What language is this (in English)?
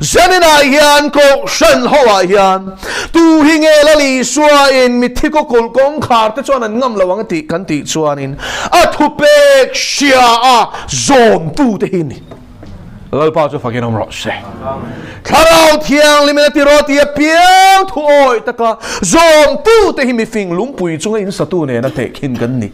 Mizo